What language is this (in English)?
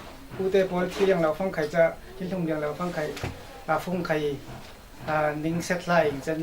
Falam Chin